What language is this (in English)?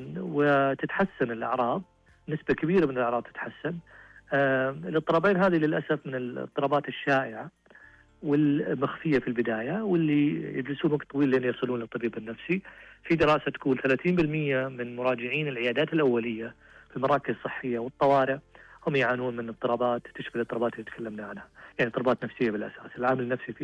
Najdi Arabic